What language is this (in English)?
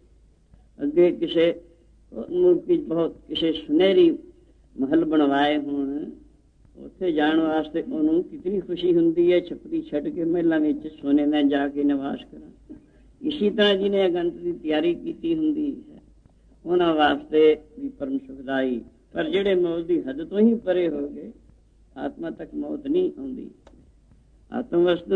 Punjabi